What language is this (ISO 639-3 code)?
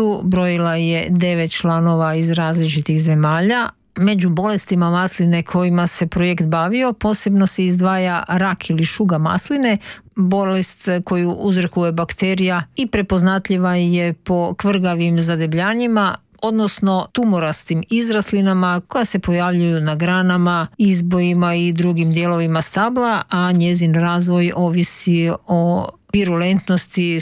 hrv